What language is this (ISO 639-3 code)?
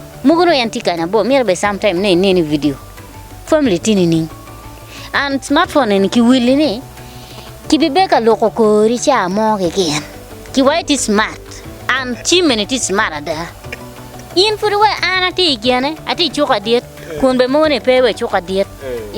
ach